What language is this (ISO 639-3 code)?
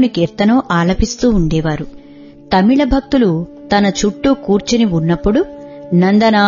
tel